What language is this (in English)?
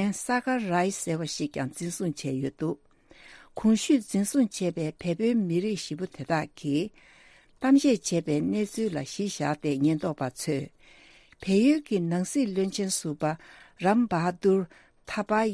Tibetan